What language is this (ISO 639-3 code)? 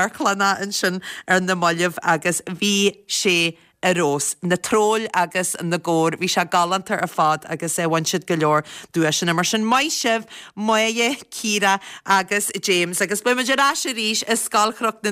gle